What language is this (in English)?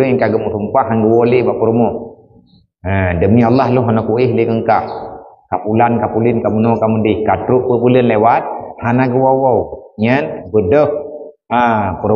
Achinese